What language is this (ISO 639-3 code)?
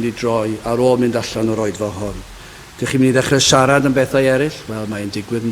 cym